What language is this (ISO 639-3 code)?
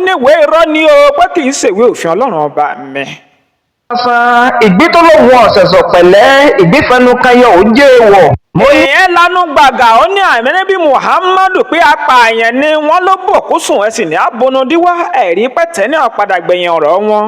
yor